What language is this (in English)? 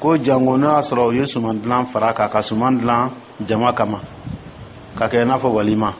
Dyula